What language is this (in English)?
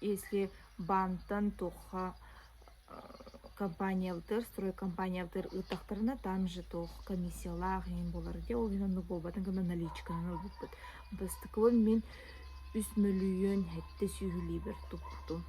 Yakut